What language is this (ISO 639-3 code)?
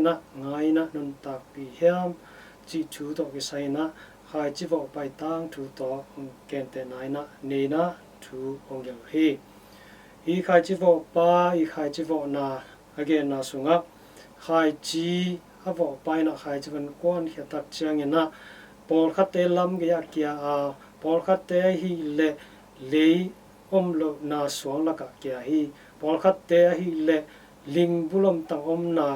ctd